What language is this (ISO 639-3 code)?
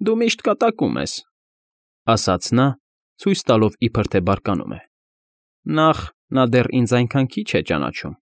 hye